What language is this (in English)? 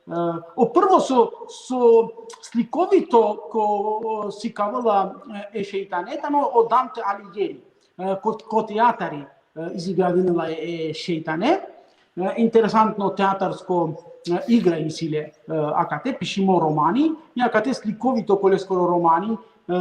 Balkan Romani